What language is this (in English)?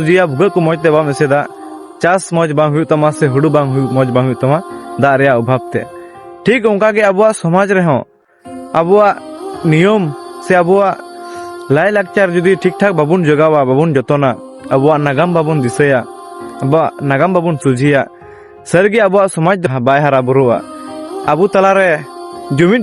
Santali